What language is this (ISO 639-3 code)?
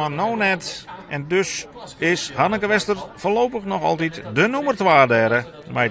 fry